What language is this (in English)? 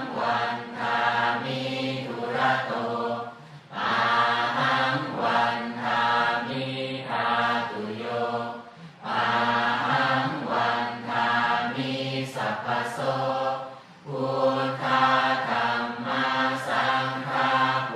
Pali